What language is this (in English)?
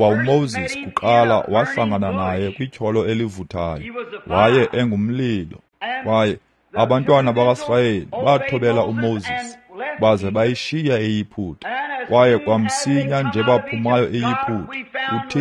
Xhosa